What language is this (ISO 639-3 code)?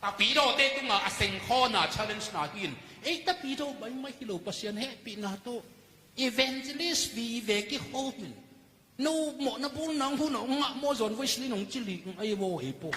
ctd